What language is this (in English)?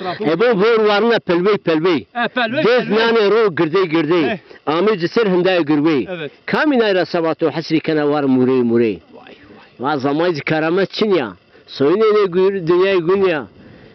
Zaza